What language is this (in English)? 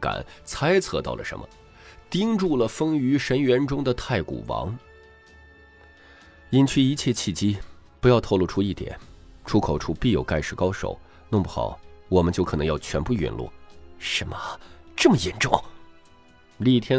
Chinese